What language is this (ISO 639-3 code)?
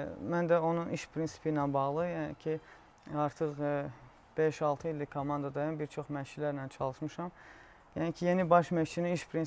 aze